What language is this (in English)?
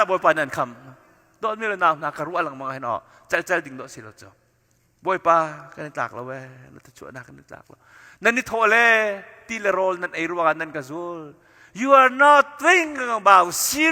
Hakha Chin